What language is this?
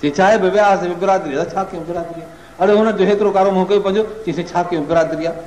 Sindhi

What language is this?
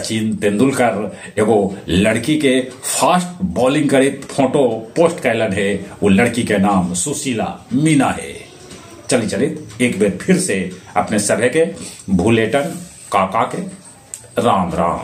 Magahi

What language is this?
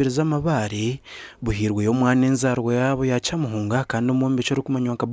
Nyankole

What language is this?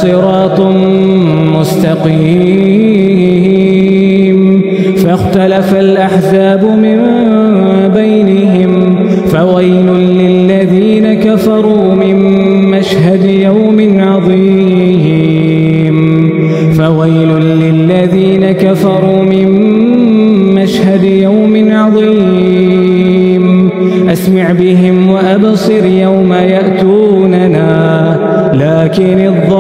Arabic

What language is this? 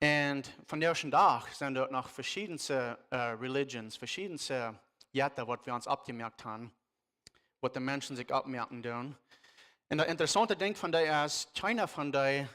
Plautdietsch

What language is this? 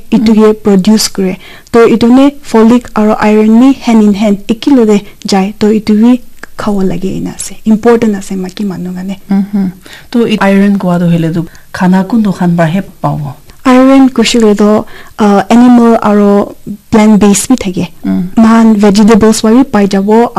Naga Pidgin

